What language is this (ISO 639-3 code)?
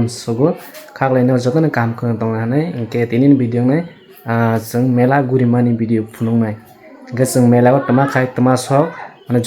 trp